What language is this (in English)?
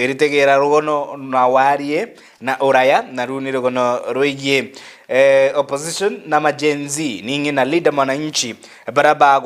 Meru